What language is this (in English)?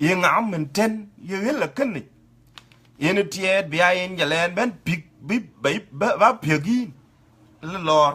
Dinka